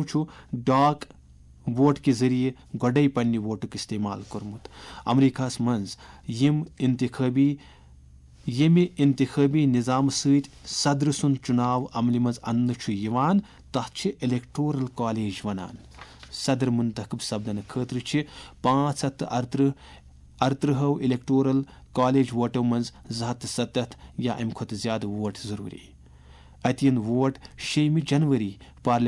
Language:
Kashmiri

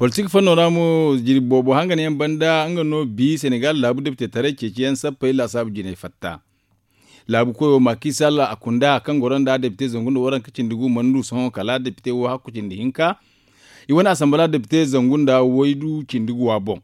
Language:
Zarma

